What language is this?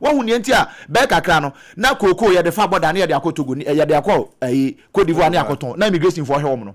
Akan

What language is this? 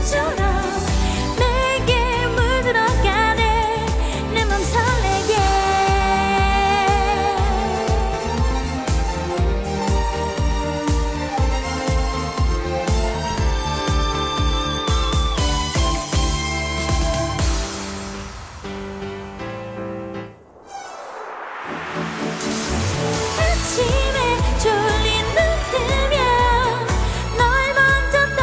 Korean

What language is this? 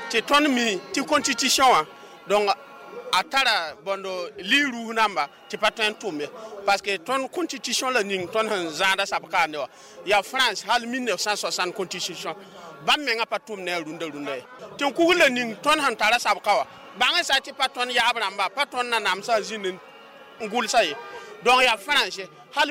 Mossi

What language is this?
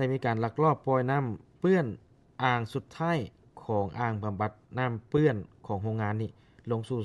Lao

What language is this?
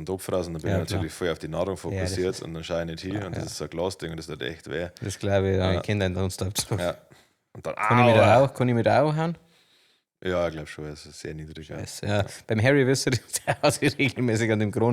Bavarian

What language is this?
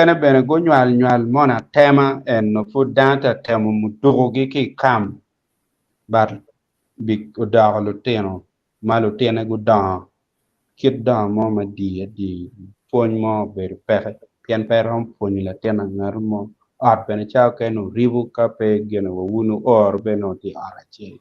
Acoli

